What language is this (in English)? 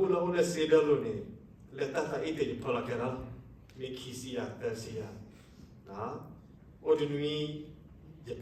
S'gaw Karen